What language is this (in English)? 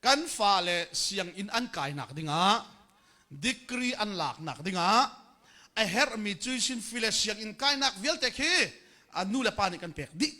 Hakha Chin